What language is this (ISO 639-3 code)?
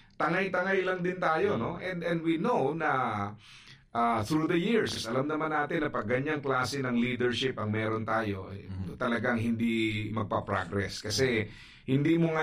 fil